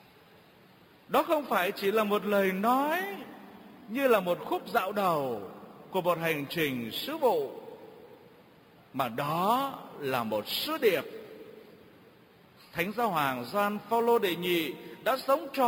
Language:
Vietnamese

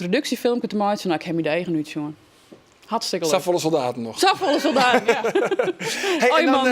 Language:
Western Frisian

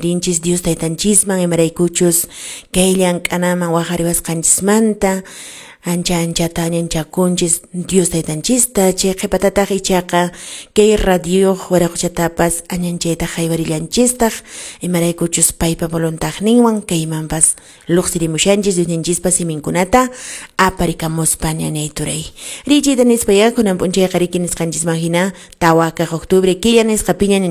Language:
Quechua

